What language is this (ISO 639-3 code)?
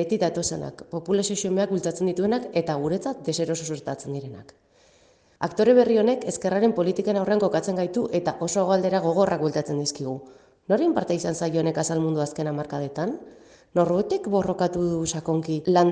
eus